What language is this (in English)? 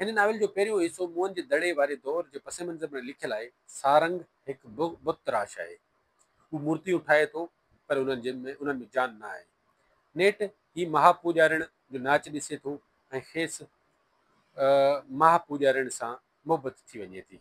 Sindhi